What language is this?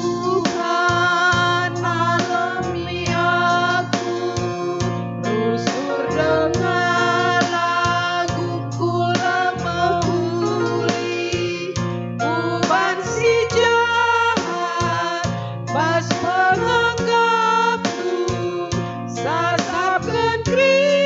Batak Karo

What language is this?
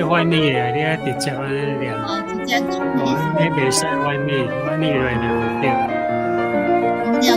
Min Nan Chinese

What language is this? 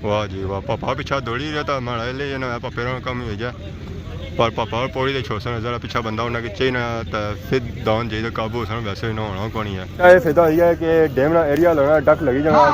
Pahari-Potwari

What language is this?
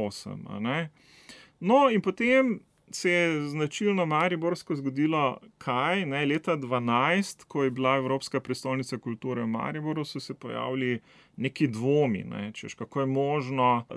Slovenian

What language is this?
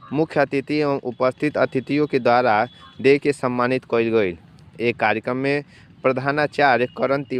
Bhojpuri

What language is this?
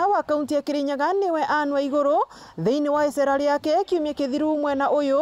Meru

